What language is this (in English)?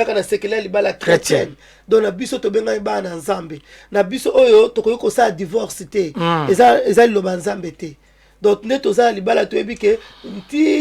Lingala